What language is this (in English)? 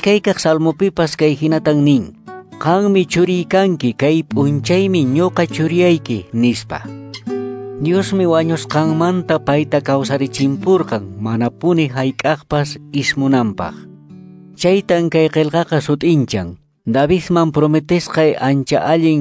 Quechua